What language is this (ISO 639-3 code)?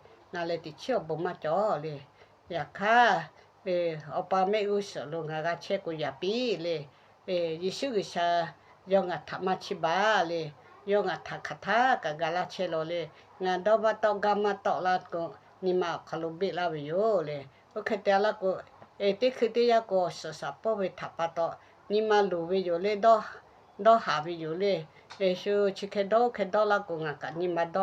lhu